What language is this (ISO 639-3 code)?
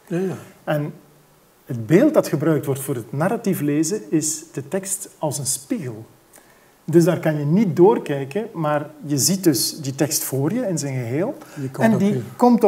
nld